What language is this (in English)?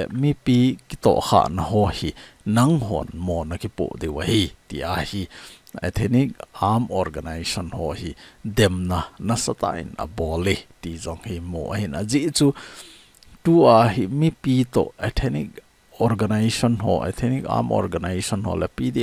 Thado Chin